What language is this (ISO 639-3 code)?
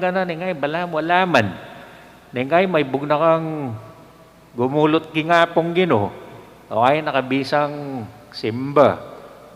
pam